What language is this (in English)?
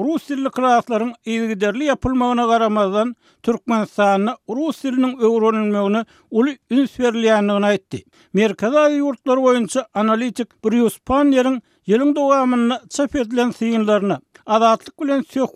Turkmen